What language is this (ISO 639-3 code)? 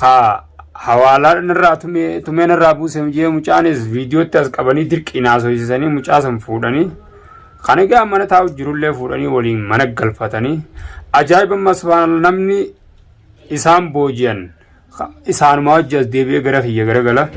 orm